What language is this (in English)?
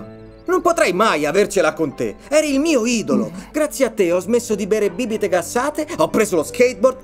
Italian